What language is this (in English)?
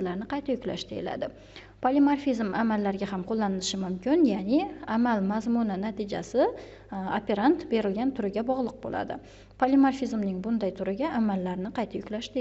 Uzbek